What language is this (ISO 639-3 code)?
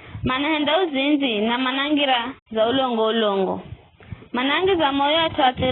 nyf